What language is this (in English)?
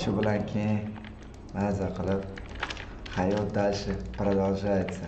Uzbek